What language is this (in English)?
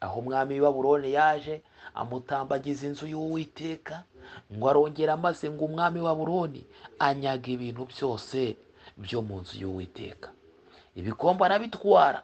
Kinyarwanda